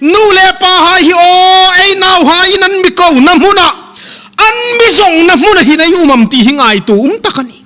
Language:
Hmar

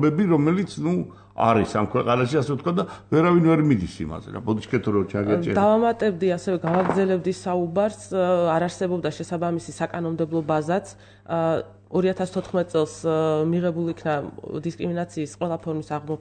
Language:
Georgian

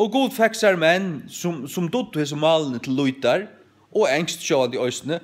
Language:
Faroese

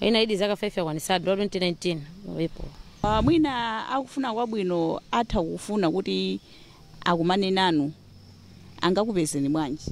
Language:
Nyanja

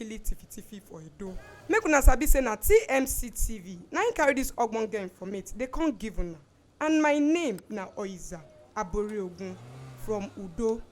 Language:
Nigerian Pidgin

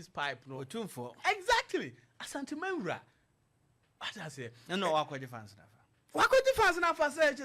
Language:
Akan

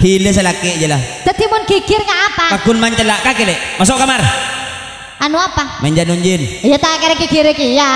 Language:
Madurese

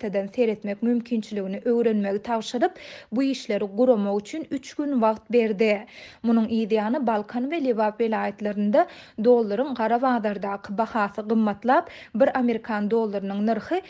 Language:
Turkmen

